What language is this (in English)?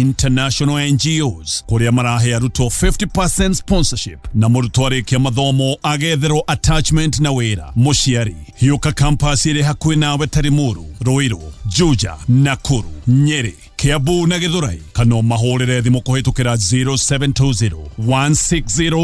Kikuyu